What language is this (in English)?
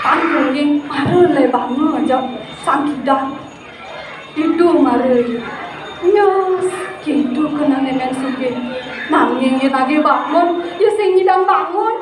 Balinese